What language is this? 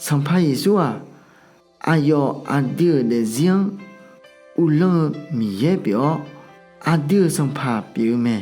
Akha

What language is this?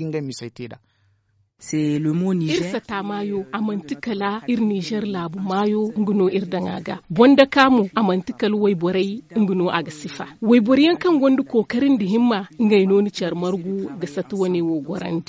Zarma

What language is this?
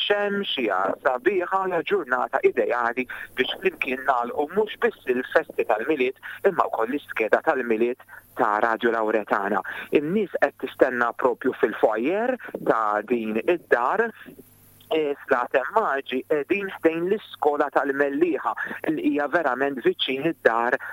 Maltese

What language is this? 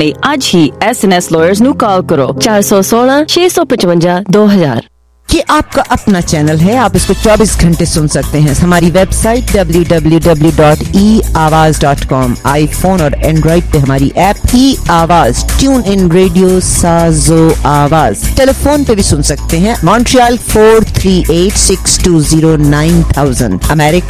Punjabi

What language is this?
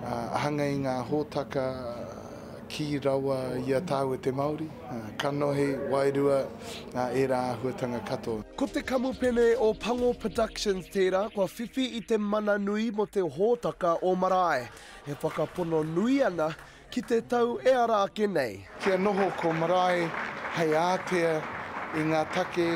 Māori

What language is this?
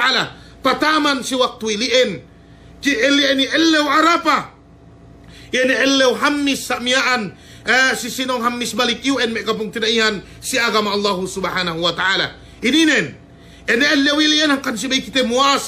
Yakan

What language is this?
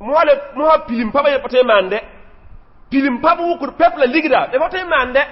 Mossi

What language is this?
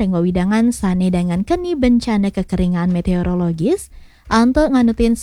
Balinese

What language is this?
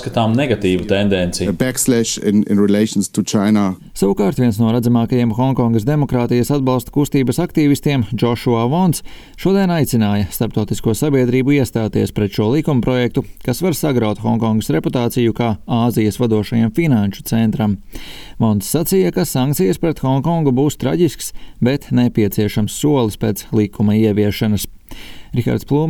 Latvian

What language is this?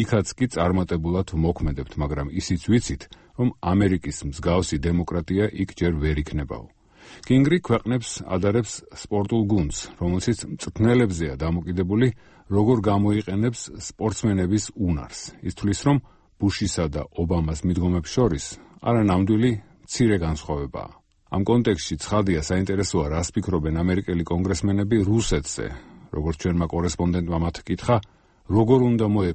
Georgian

